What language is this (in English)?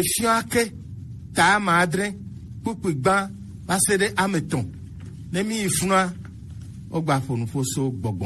Gen